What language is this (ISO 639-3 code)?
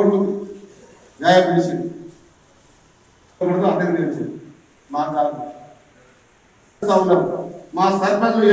tel